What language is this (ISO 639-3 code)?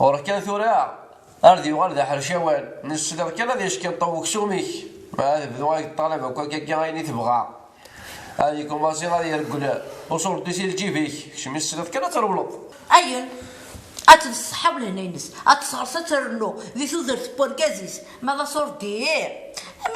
kab